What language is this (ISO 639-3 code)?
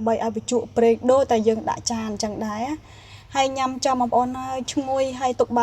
khm